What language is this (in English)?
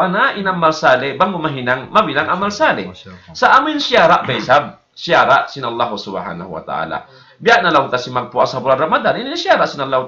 Tausug